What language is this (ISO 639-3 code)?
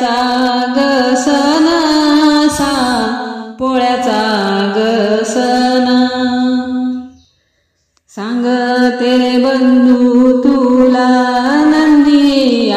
mar